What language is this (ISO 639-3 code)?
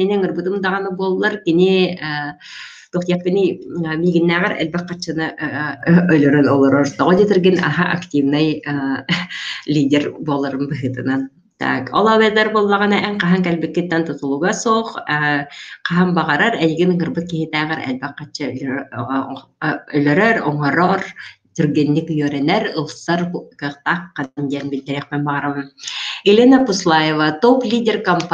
sah